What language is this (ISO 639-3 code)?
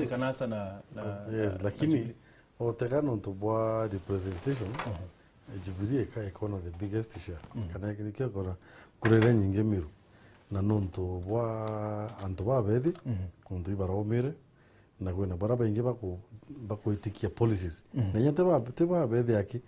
mer